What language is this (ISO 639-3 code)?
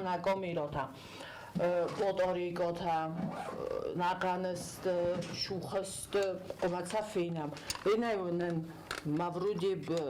oss